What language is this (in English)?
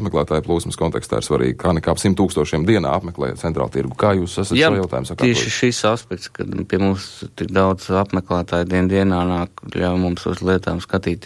Latvian